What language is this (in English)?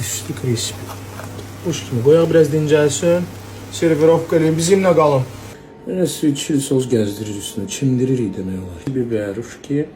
Azerbaijani